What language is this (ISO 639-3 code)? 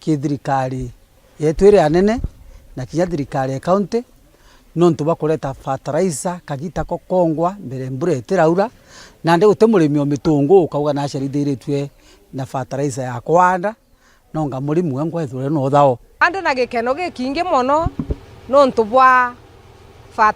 mer